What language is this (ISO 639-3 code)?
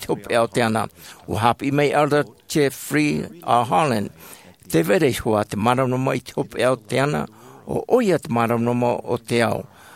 tah